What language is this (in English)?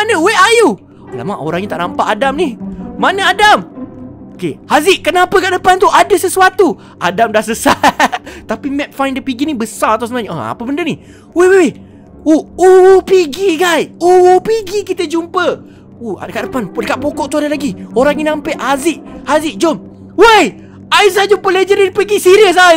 Malay